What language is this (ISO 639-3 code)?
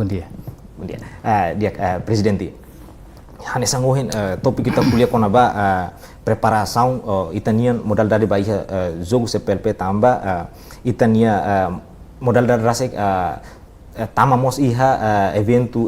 tet